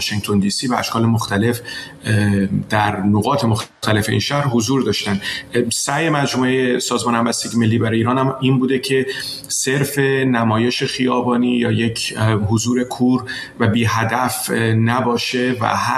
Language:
Persian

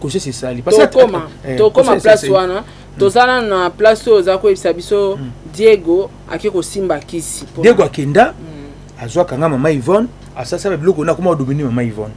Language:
Lingala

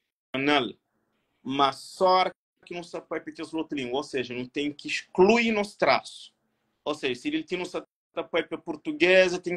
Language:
Kabuverdianu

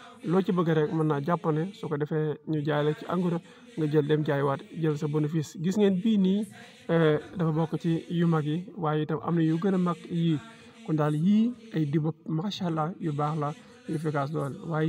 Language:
Wolof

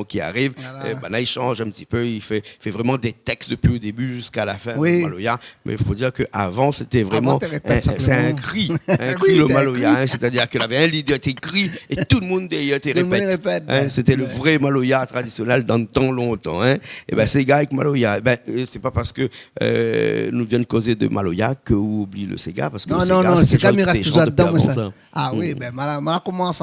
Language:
Réunion Creole French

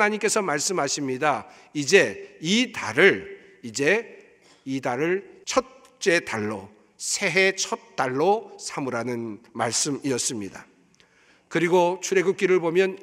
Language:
Korean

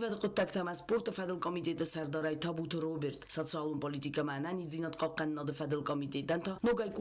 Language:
Ossetic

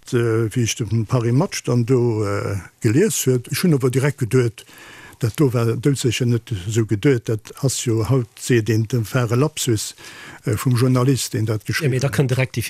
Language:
Luxembourgish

